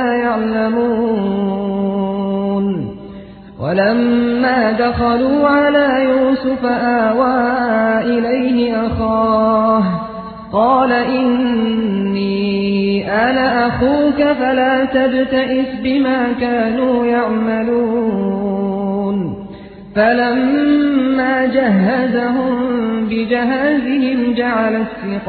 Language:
Arabic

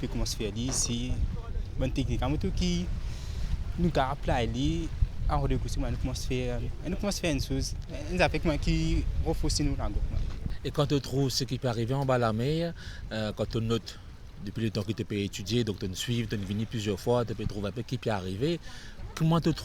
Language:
Morisyen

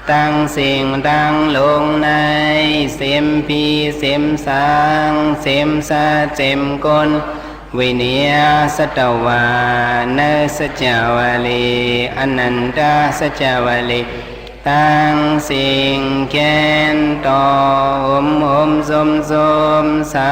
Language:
Shan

